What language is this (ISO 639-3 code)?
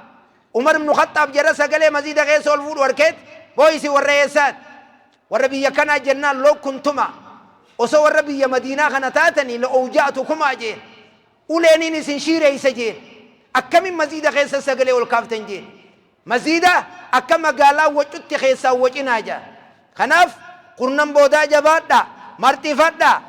orm